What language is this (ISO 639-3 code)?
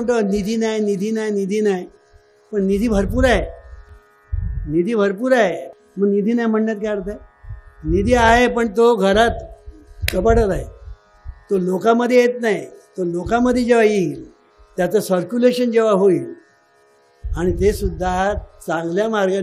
mar